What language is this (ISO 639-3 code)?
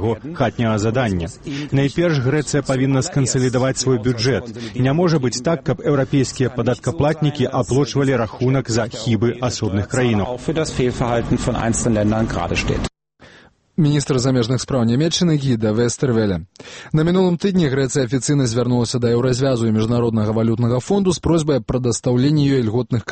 bel